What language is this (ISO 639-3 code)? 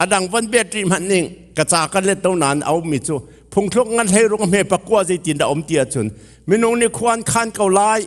cnh